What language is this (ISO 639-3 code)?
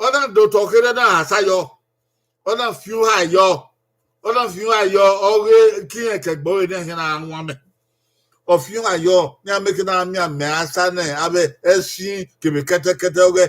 bin